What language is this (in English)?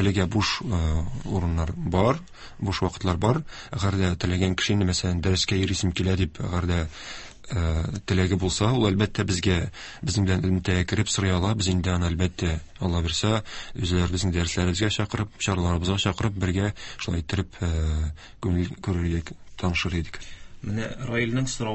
Tatar